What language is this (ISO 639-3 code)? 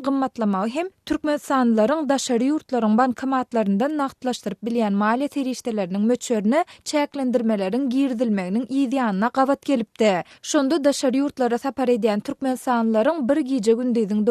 tuk